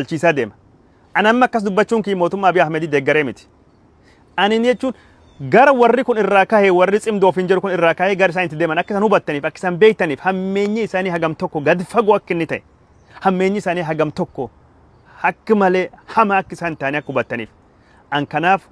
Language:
Oromo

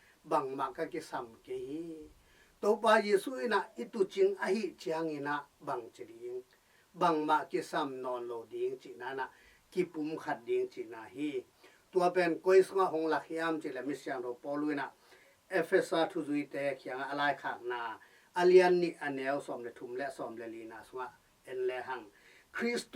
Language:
Tedim Chin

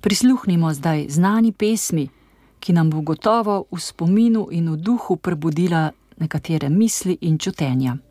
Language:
Slovenian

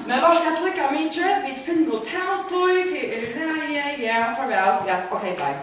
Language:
Faroese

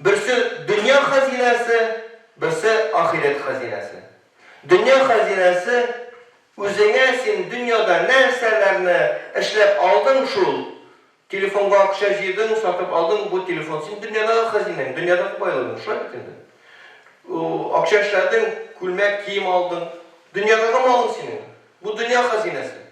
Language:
Tatar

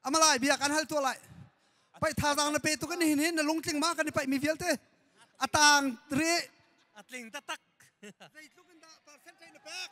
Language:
Hakha Chin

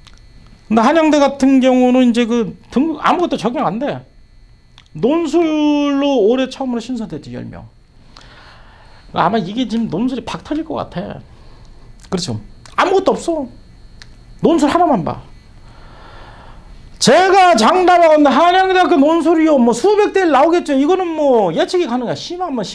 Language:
Korean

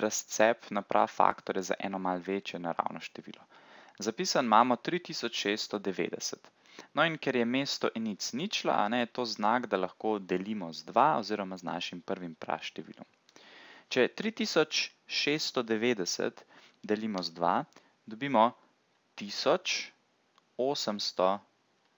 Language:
Slovenian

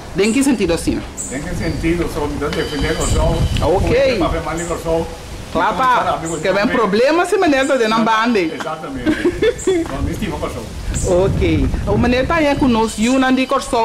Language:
Papiamento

